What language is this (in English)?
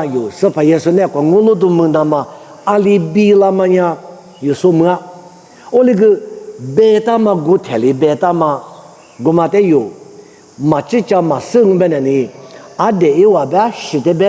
Lisu